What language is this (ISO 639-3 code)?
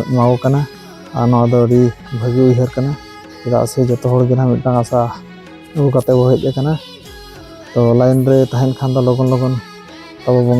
sat